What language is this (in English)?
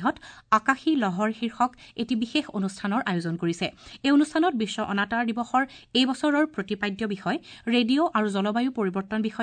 Assamese